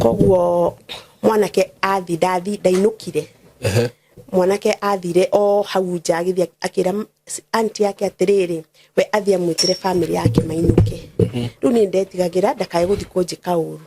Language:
Kikuyu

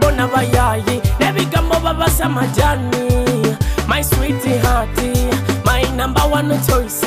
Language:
Nyoro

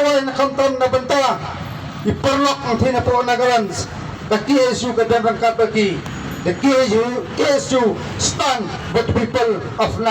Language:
Khasi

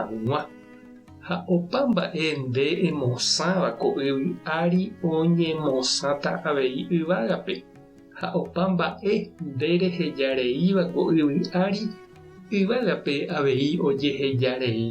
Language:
Guarani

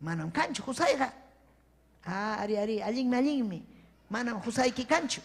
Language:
Ayacucho Quechua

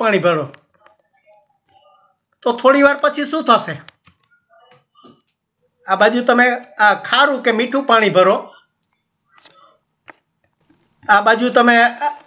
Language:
Gujarati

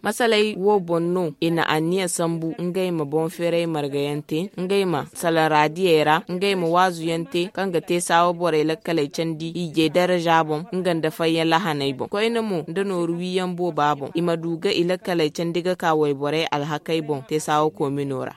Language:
Zarma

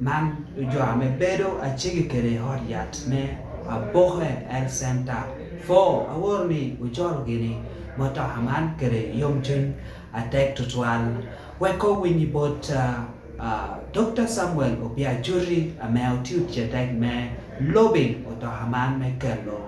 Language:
Lango (Uganda)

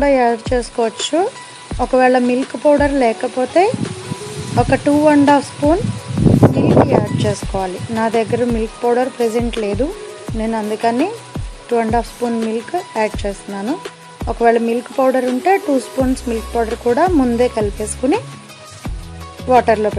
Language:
Telugu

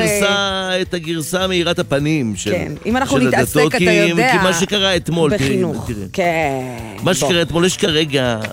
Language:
Hebrew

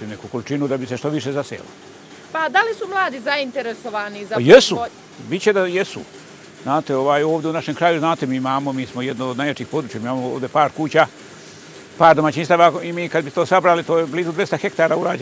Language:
Serbian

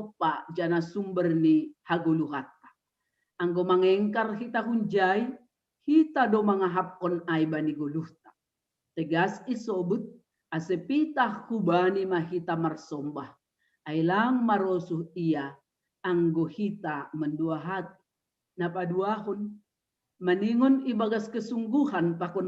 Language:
Batak Simalungun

